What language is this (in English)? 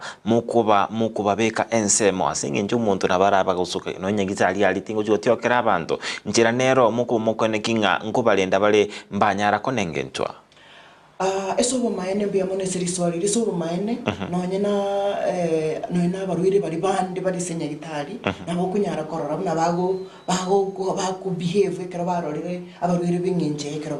Gusii